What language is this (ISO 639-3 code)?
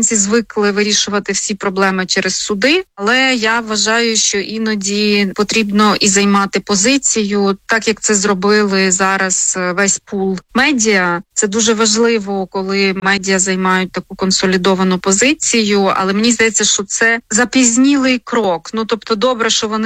ukr